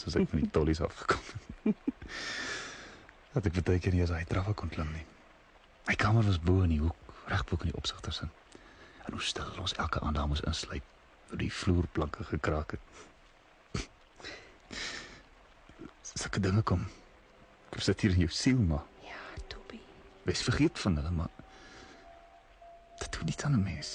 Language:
Afrikaans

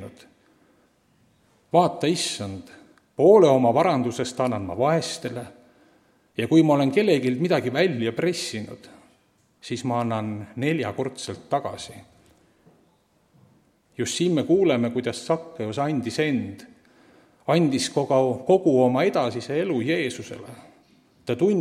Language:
Estonian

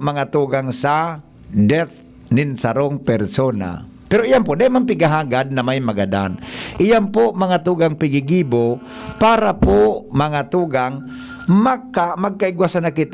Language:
Bikol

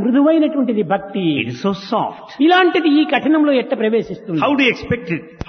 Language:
Telugu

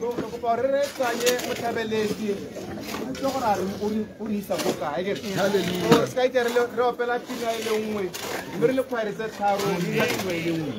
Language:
Tswana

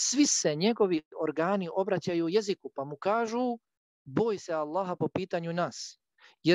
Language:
Bosnian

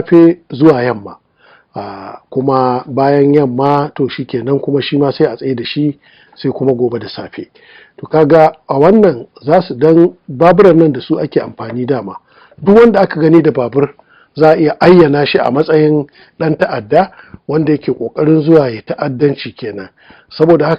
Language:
Hausa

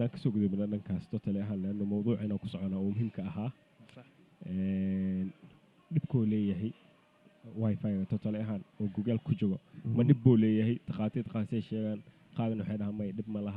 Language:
Somali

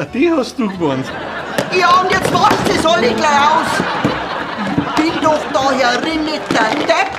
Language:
Bavarian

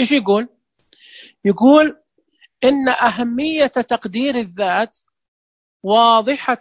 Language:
Najdi Arabic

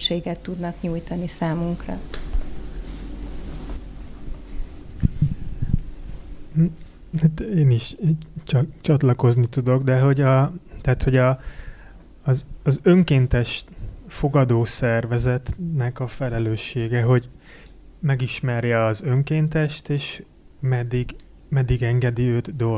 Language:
Hungarian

